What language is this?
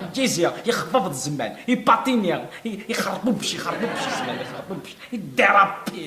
Kabyle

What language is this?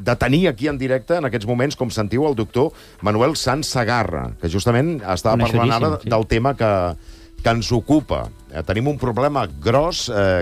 Catalan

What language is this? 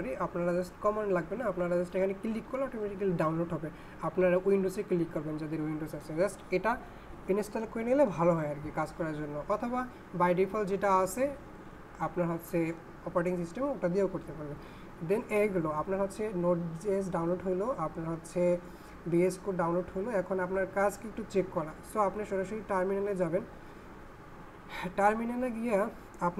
Bangla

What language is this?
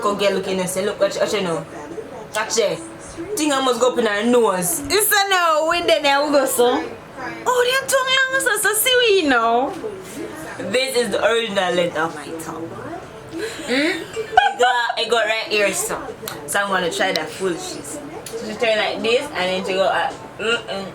Jamaican Creole English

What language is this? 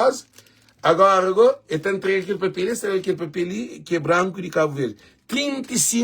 Kabuverdianu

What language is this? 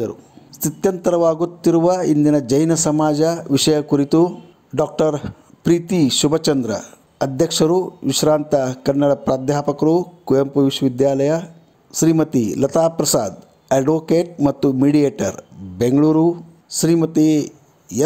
Kannada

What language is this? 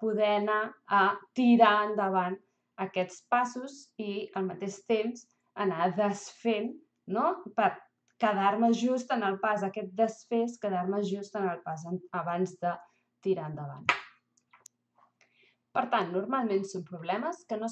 Catalan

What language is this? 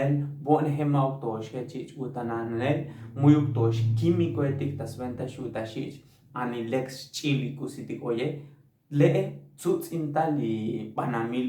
Tzotzil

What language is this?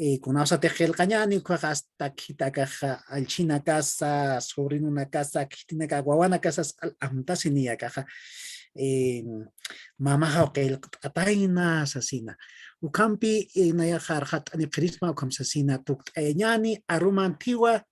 Aymara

